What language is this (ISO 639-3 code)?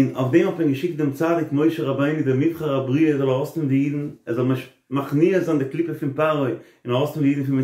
yid